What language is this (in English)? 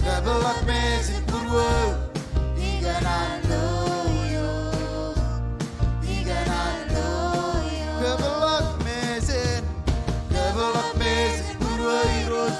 Marshallese